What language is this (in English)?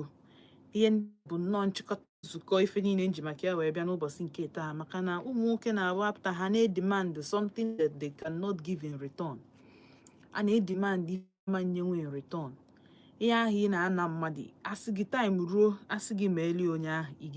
Igbo